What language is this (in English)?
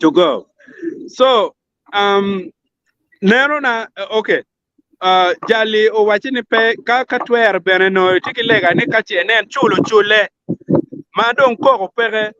Acoli